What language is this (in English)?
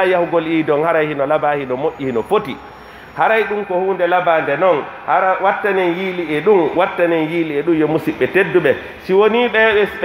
Pular